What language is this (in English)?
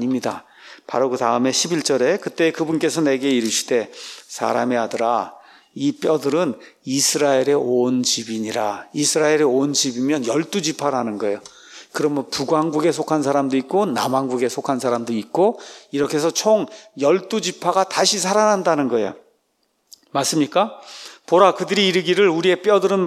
Korean